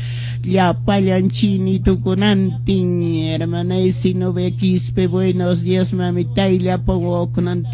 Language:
Quechua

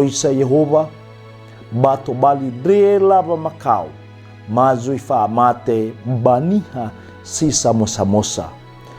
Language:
Nias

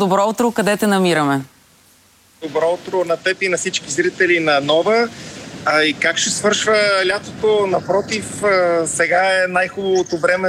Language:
Bulgarian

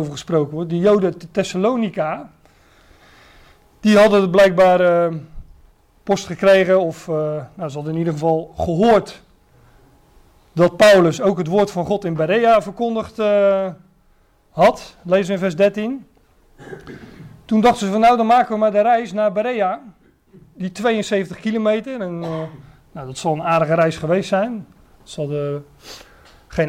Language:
Dutch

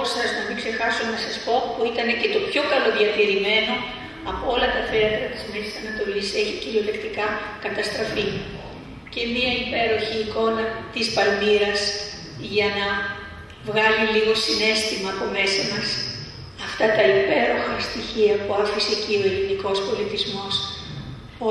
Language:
Greek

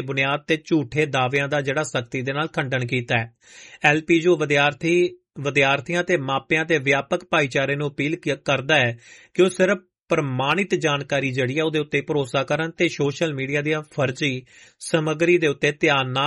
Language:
Punjabi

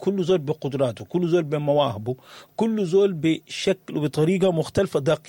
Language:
Sudanese Arabic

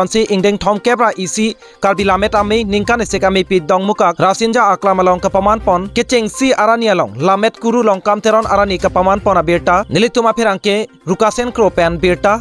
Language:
Karbi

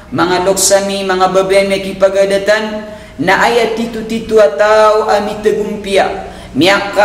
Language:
Maranao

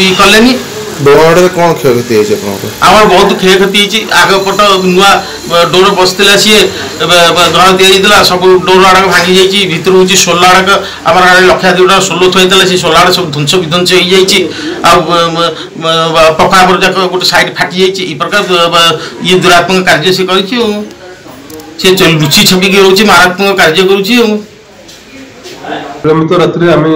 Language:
Odia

